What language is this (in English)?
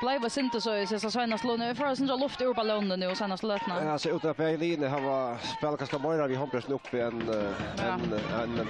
Faroese